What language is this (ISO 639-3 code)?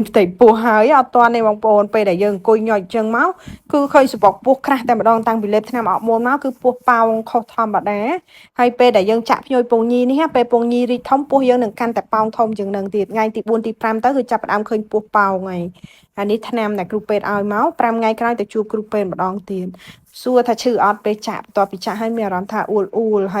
khm